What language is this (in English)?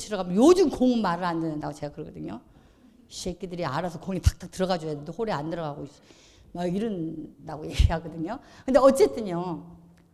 Korean